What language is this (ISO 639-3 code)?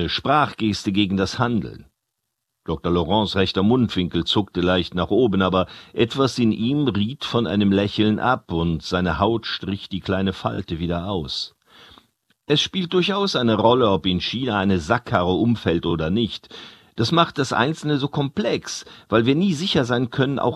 ltz